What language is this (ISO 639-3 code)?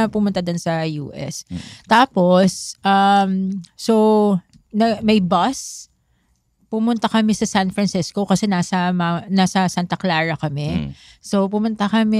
fil